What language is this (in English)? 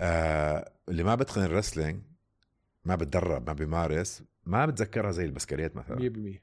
North Levantine Arabic